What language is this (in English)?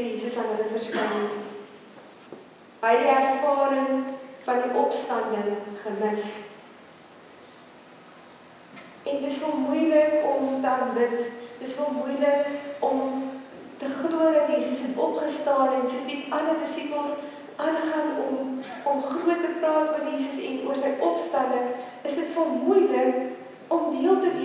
Afrikaans